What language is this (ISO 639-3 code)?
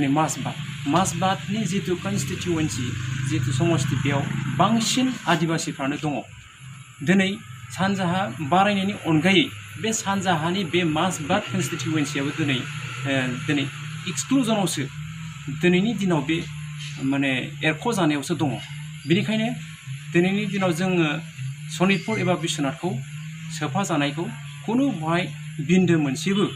brx